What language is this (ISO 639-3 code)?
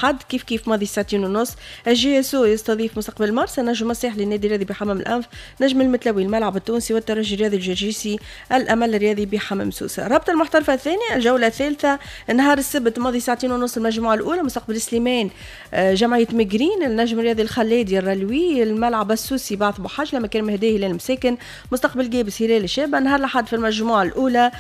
aeb